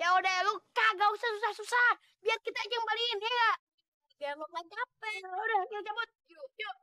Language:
Betawi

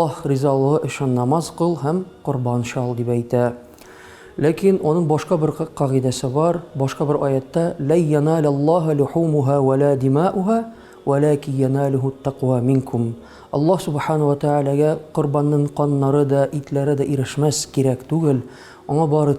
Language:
Tatar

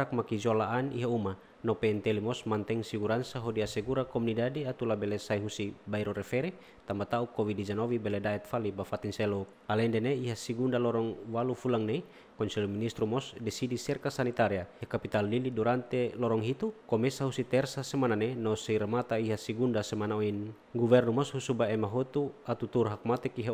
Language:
Tetum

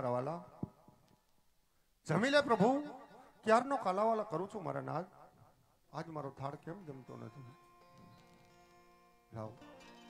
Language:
Gujarati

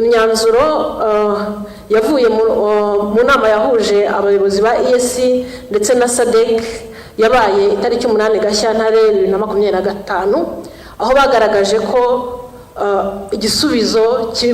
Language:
Kinyarwanda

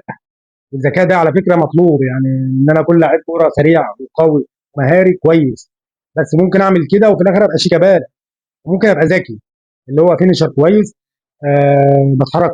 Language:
Egyptian Arabic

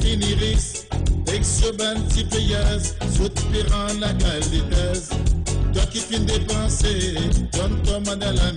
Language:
Morisyen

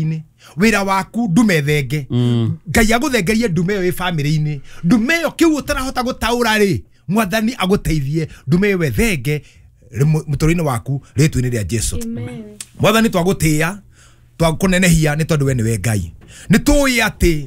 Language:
Kikuyu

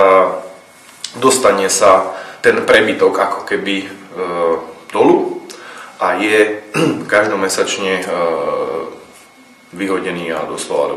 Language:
Slovak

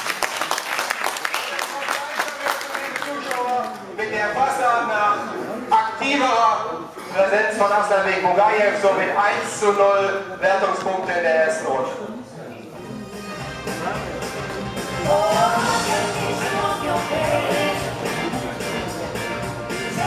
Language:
German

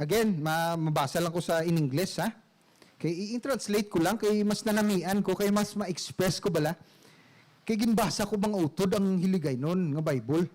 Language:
Hiligaynon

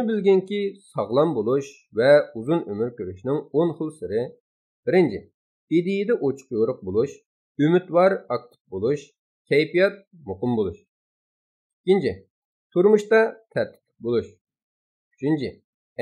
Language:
Uyghur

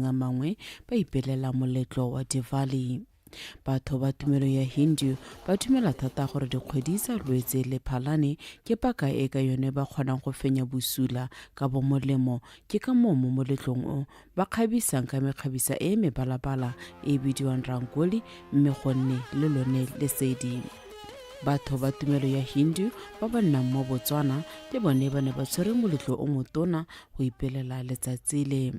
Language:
Tswana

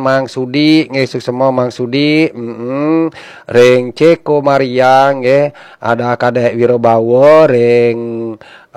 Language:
Balinese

